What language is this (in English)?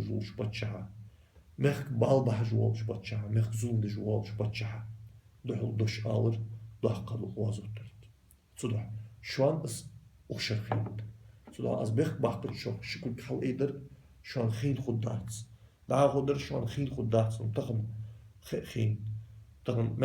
Ingush